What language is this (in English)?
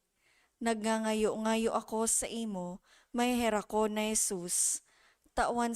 Bikol